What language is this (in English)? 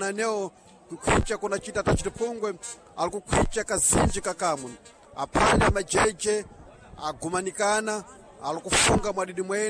Sena